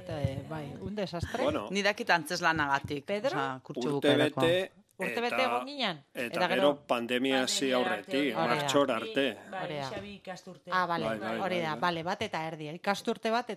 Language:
Basque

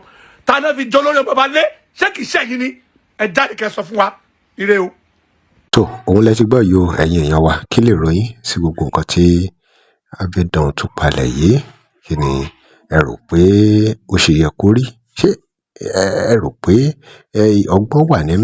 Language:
Yoruba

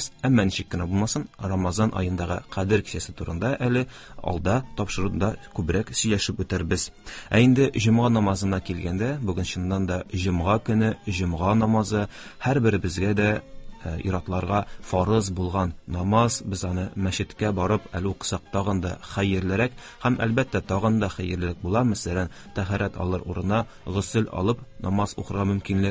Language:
Tatar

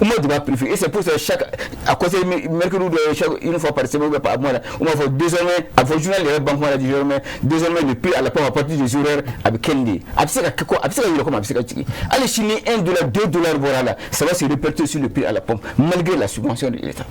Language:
Bambara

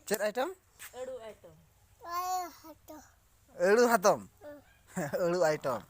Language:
Santali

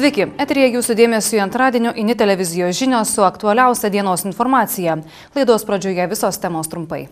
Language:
Lithuanian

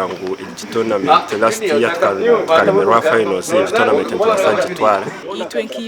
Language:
Nyankole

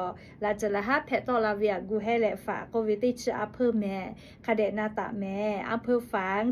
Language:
Lahu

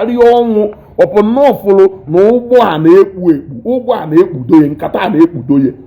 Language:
Igbo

